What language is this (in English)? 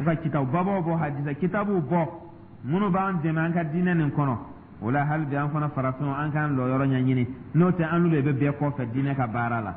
Dyula